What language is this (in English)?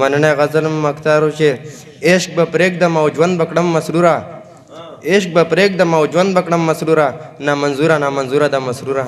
Pashto